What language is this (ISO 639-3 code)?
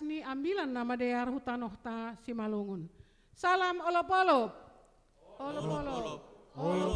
bts